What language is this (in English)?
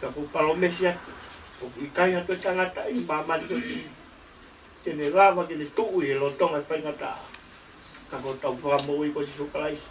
Tongan